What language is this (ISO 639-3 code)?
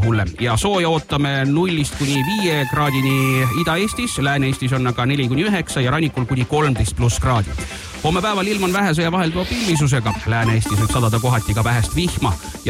est